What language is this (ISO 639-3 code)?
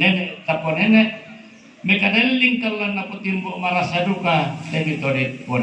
sda